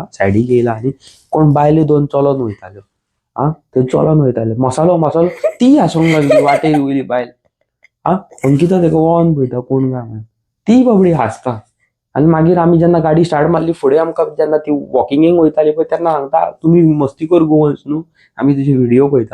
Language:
Konkani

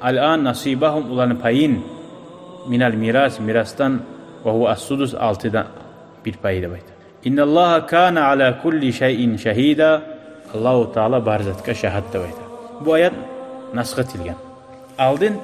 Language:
Kumyk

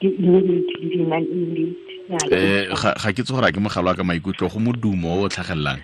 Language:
Tswana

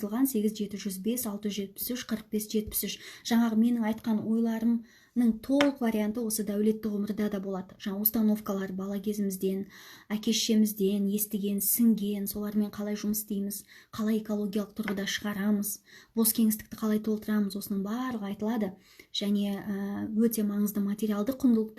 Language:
Kazakh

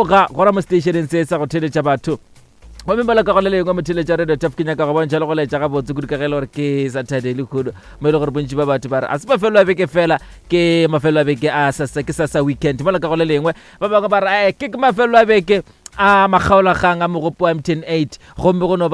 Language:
Northern Sotho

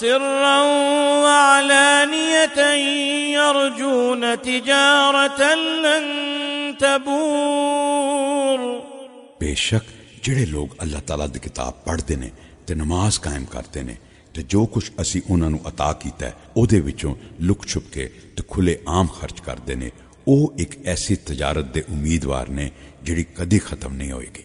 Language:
Western Panjabi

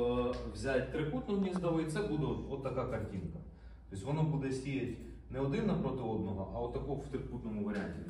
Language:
Ukrainian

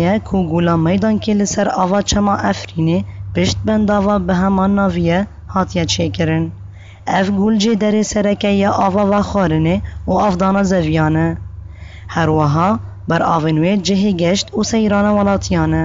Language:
Kurdish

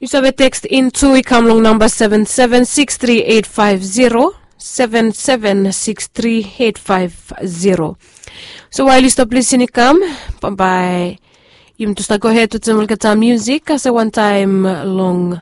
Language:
Bislama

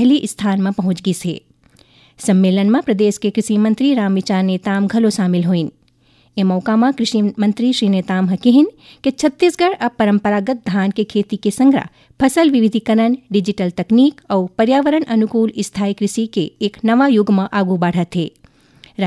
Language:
Chhattisgarhi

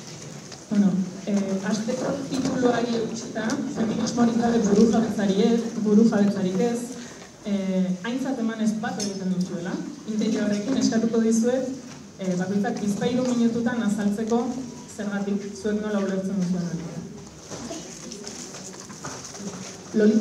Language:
Basque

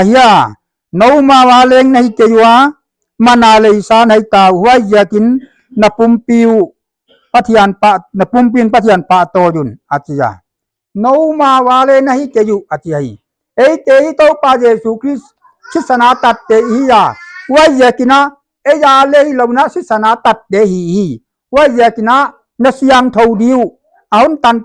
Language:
Paite Chin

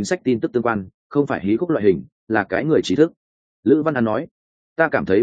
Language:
Vietnamese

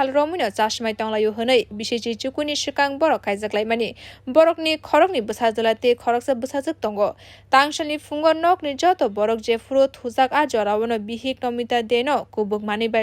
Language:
Kok Borok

